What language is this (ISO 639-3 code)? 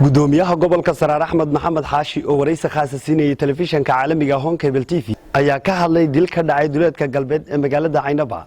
som